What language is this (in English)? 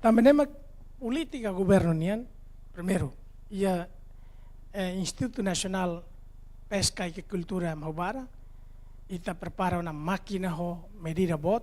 Tetum